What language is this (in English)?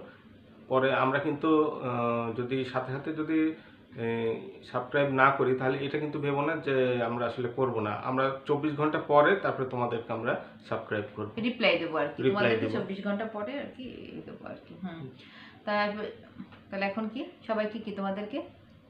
Bangla